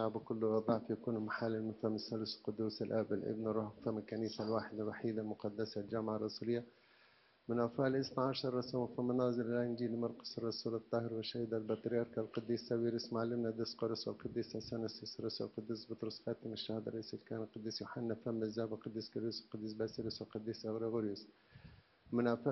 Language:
Arabic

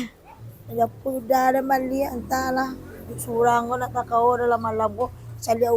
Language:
Minangkabau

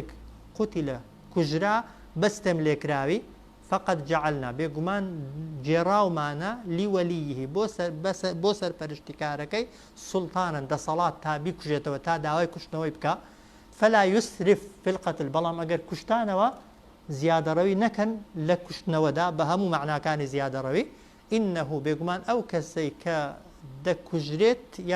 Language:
Central Kurdish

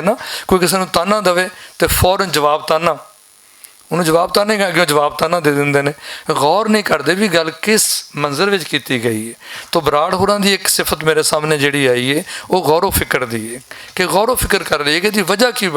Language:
Western Panjabi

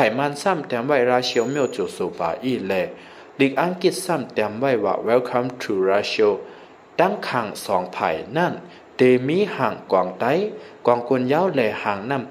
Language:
Shan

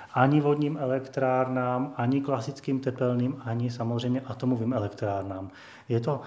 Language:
Czech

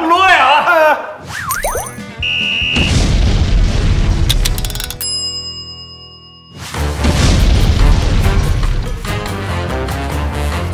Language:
Thai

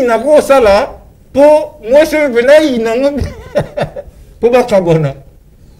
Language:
Lingala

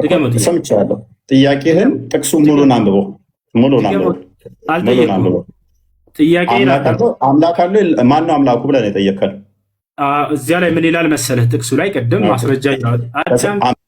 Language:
Amharic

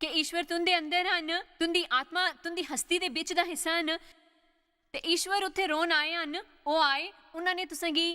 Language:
Dogri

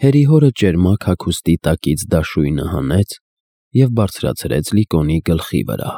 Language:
Armenian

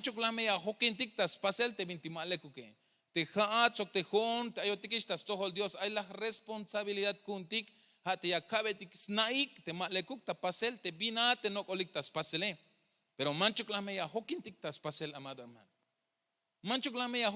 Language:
Tzeltal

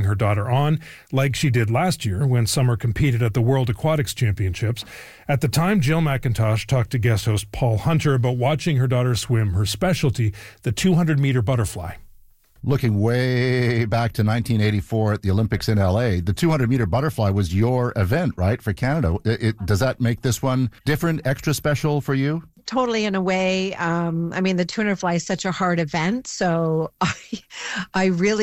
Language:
English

